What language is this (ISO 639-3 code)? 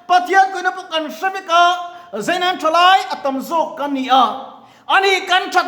lus